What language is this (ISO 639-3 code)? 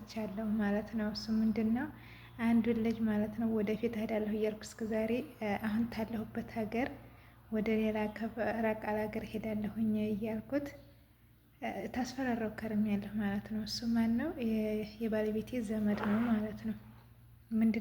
amh